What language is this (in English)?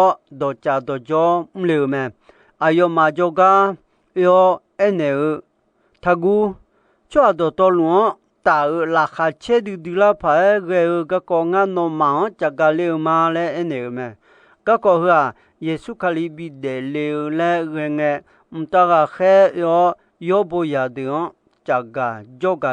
Akha